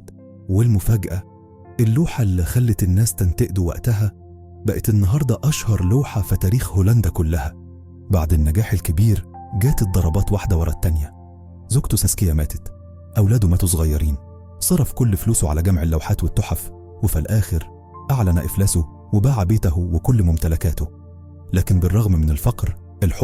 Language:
Egyptian Arabic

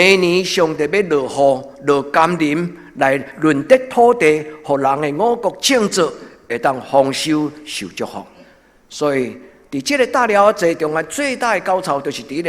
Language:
Min Nan Chinese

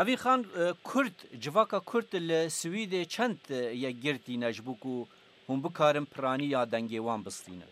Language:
Kurdish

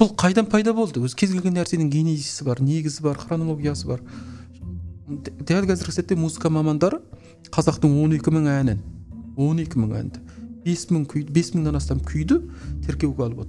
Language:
Kazakh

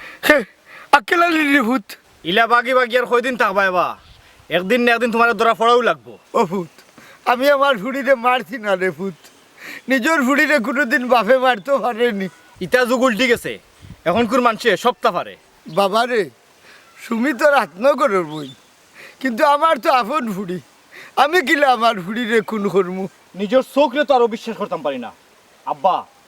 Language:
Sylheti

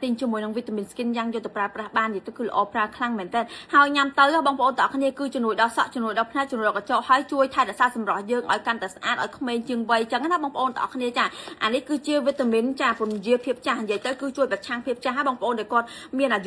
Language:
Khmer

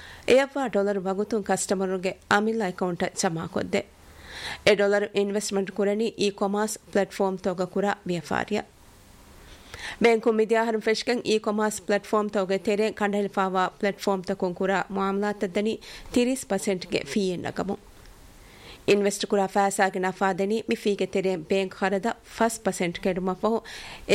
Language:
Divehi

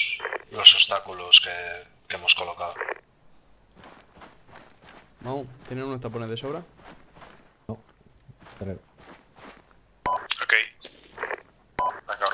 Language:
Spanish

